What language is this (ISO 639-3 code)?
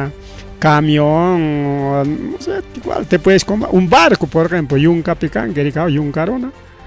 quy